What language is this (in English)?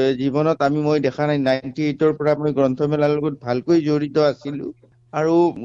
Assamese